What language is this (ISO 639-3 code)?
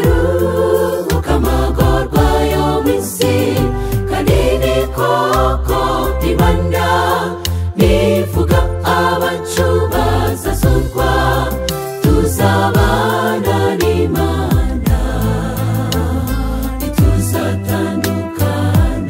kin